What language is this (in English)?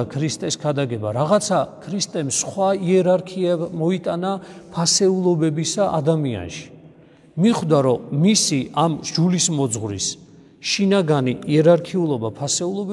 Georgian